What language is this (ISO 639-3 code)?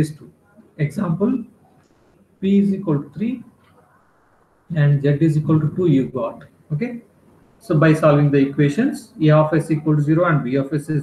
eng